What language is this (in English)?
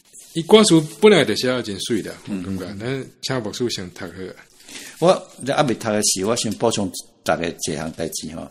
Min Nan Chinese